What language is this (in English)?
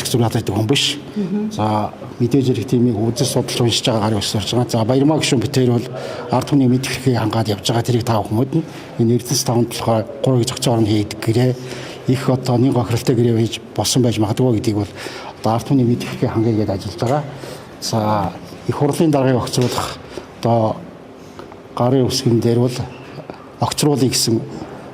Mongolian